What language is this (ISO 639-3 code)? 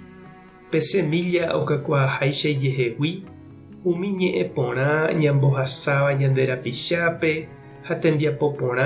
grn